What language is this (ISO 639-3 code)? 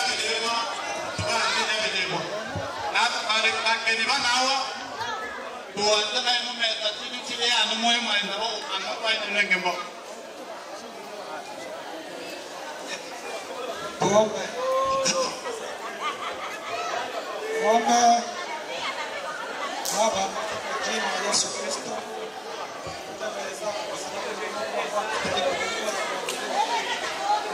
swa